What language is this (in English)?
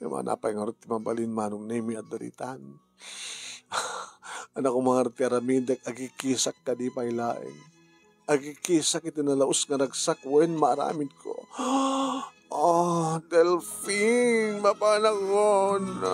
Iloko